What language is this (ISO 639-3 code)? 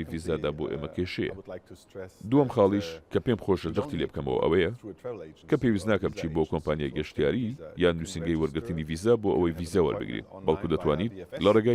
ckb